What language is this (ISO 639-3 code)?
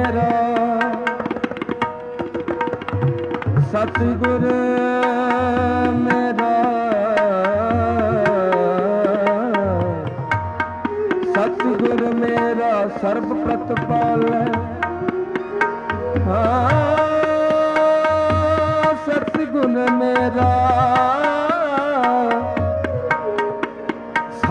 pan